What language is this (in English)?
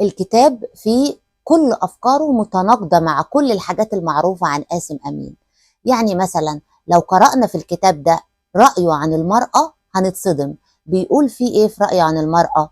Egyptian Arabic